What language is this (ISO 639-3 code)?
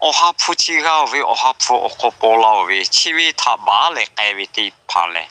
lhu